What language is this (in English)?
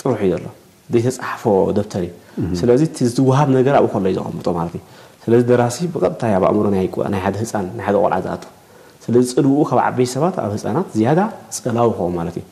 Tigrinya